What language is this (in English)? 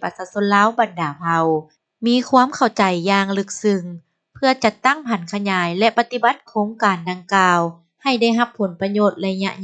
Lao